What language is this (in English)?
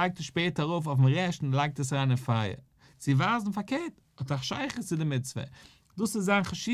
Yiddish